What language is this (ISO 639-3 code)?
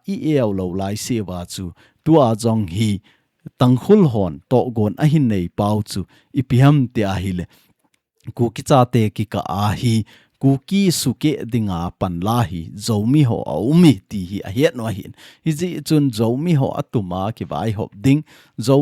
tcz